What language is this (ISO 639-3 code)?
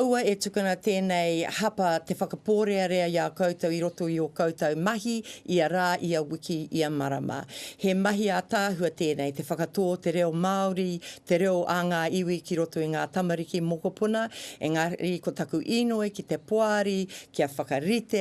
mri